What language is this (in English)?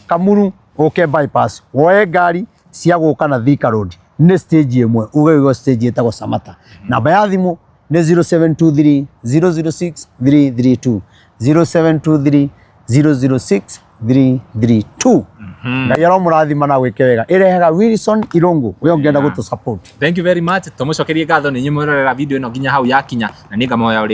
Kikuyu